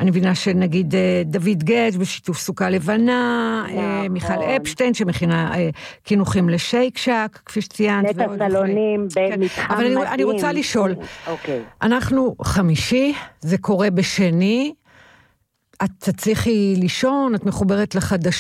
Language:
Hebrew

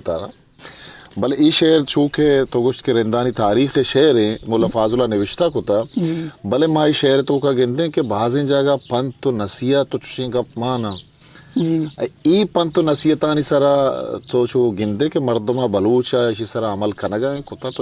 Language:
Eastern Balochi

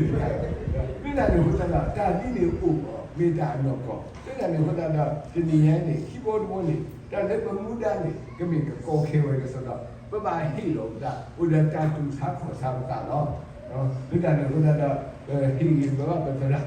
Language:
S'gaw Karen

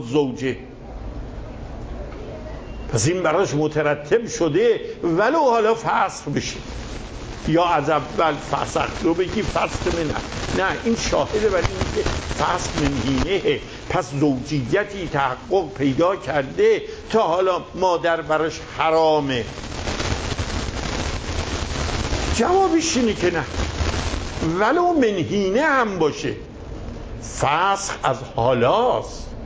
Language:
Persian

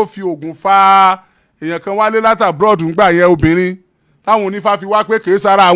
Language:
Yoruba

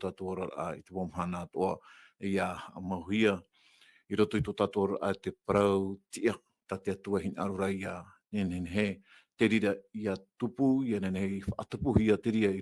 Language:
Tahitian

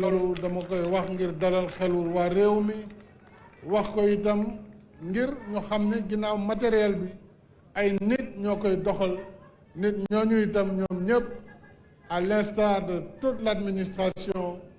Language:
Wolof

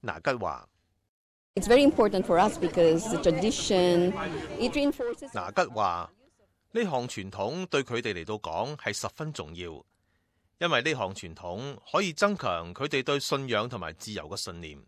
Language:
Cantonese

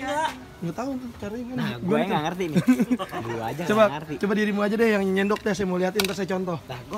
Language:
Betawi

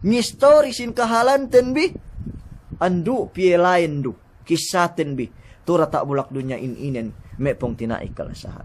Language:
Yakan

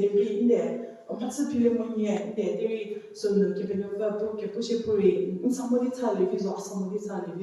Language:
Angami Naga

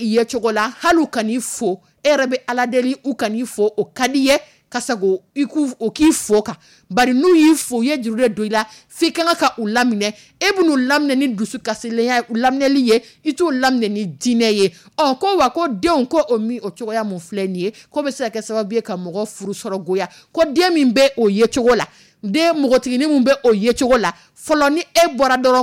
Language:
Dyula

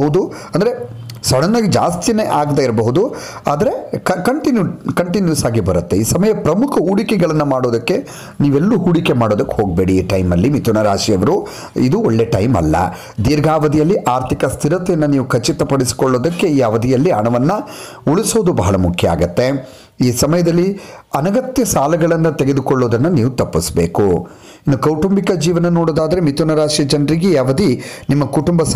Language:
Kannada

